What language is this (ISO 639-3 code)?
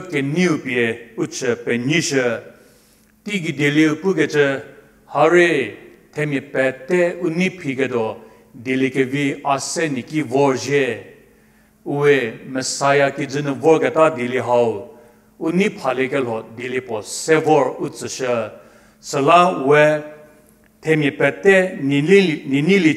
njm